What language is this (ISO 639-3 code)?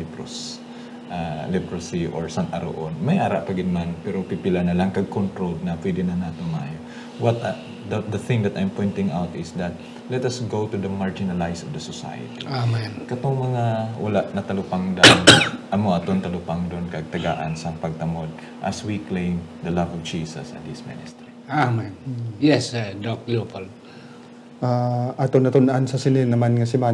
hil